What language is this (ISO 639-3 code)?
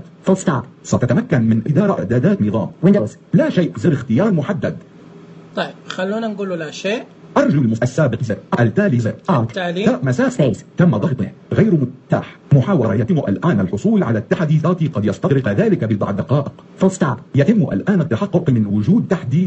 ars